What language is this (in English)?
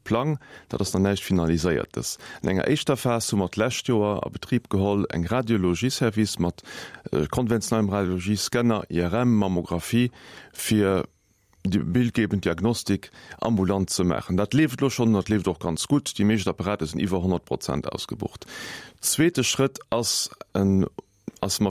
Luxembourgish